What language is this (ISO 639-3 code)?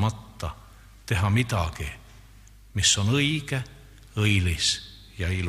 est